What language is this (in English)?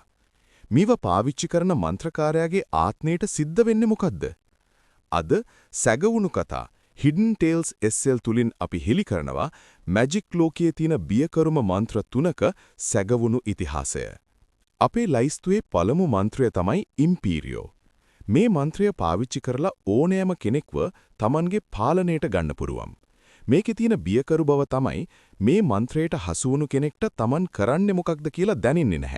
Sinhala